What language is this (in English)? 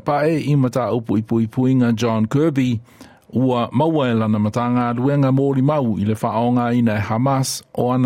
Samoan